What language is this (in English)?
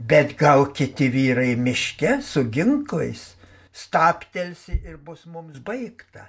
Lithuanian